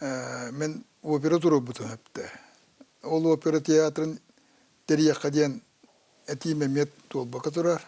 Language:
Yakut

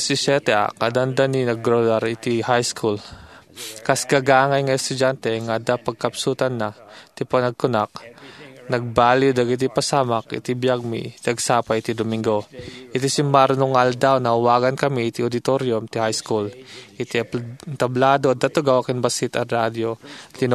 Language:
Iloko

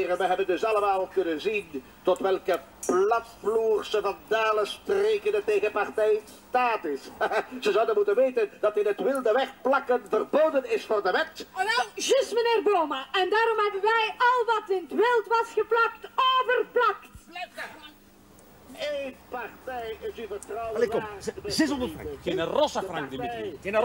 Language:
Dutch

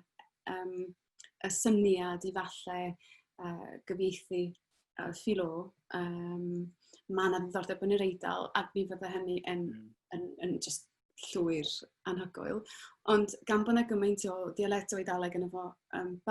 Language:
Welsh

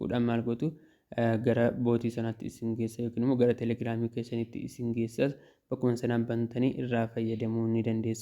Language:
Oromo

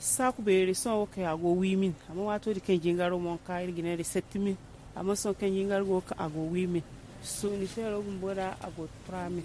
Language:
Zarma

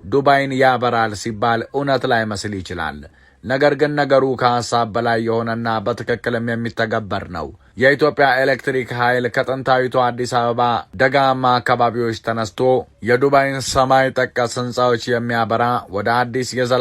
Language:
Amharic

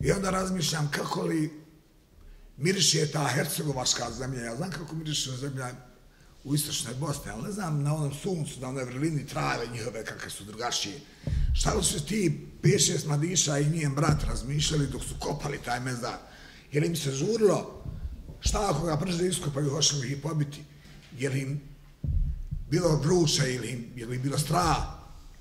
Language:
Bosnian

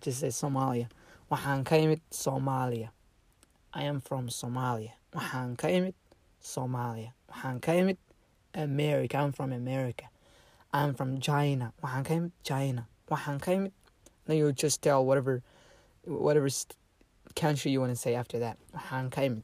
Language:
English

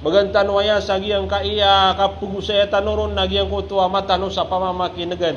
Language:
Maranao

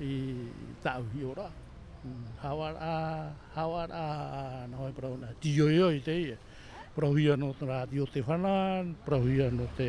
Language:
Tahitian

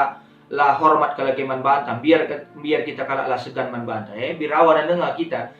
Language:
Batak Karo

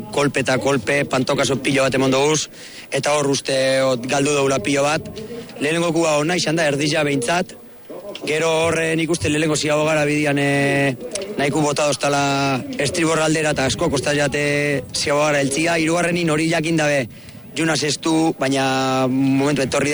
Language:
Basque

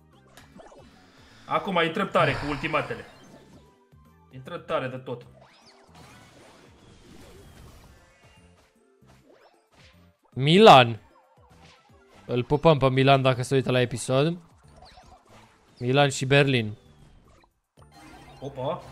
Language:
Romanian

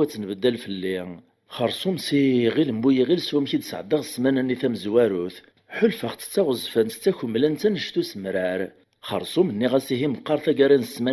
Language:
Kabyle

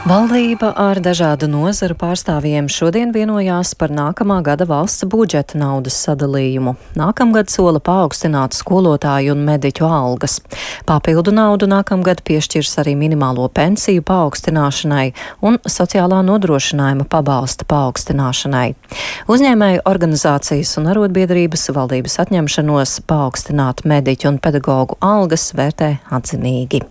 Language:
Latvian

